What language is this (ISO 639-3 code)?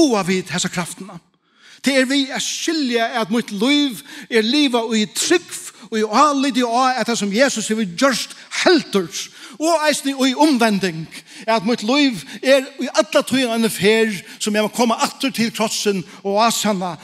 fao